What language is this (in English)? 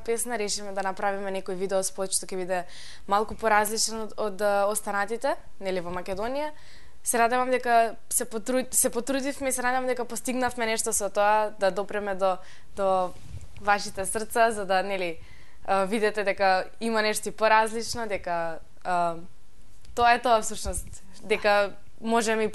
Macedonian